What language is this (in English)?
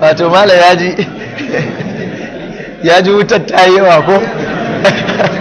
Hausa